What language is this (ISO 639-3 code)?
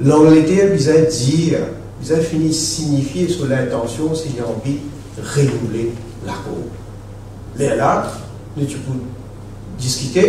mfe